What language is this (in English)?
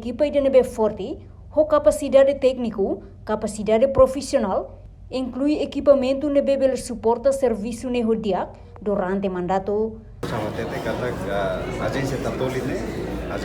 Tetum